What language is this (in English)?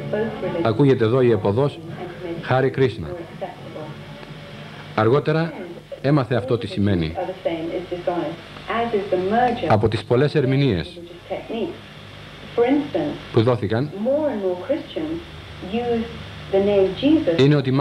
Greek